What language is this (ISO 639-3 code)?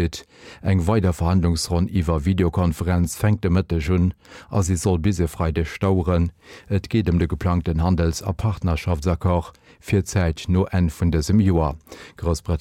ltz